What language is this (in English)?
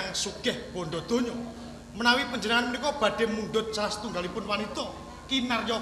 Javanese